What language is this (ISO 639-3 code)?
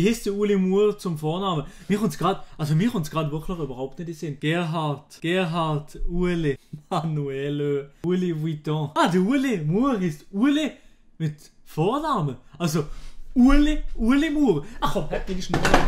gsw